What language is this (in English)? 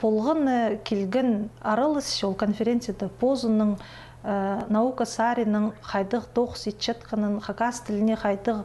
Khakas